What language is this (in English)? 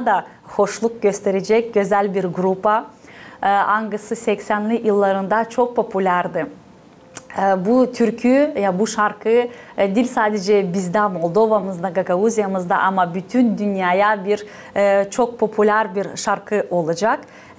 Gagauz